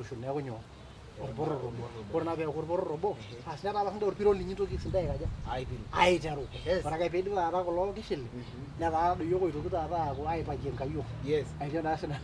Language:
Masai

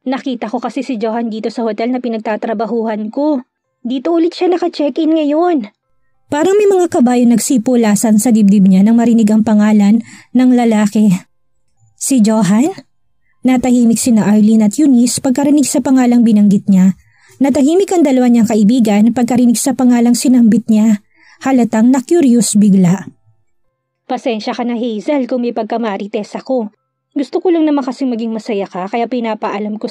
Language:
Filipino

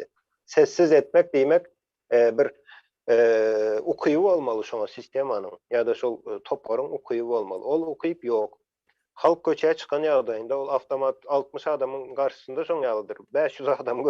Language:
Turkmen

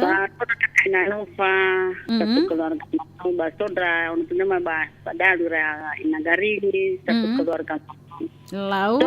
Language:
Nias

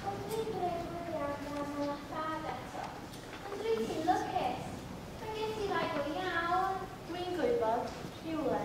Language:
Welsh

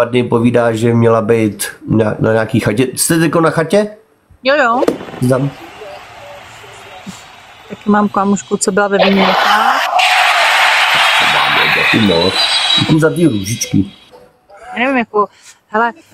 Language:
Czech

